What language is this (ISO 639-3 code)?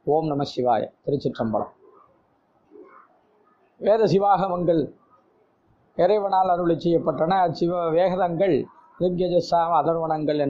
tam